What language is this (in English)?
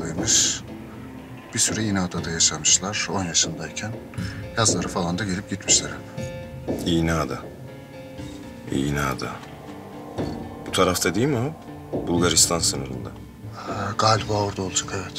Turkish